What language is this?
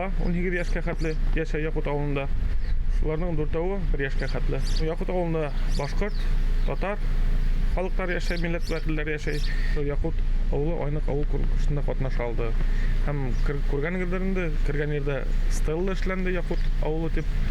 Bashkir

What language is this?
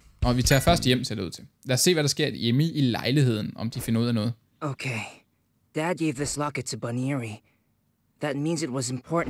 Danish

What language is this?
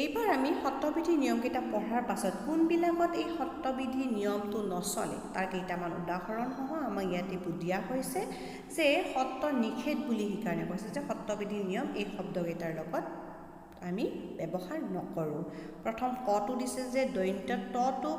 Assamese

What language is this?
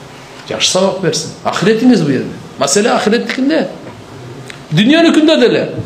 Kyrgyz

